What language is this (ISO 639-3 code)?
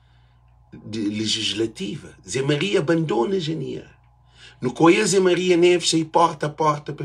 kea